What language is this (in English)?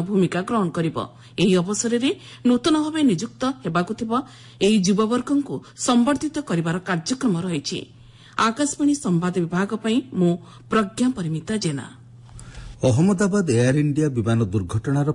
Odia